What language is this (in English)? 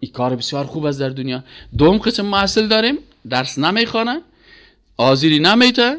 Persian